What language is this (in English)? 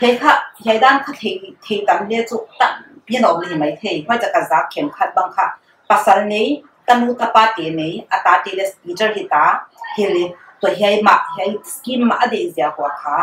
Paite Chin